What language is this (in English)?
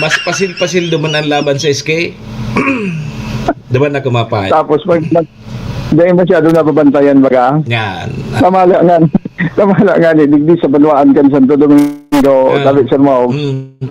Bikol